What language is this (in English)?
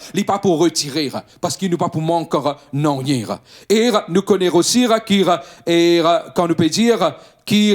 Morisyen